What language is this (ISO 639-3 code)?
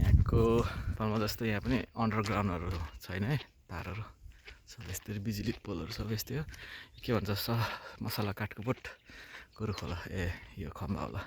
nep